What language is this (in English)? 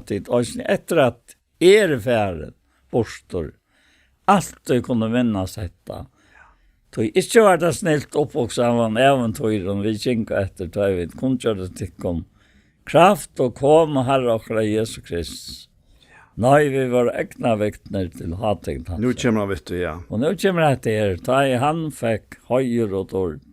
Faroese